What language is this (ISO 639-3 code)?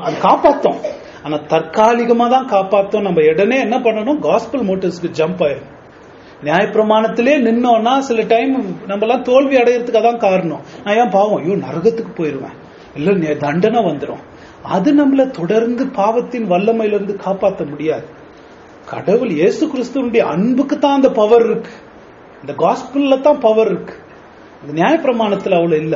tam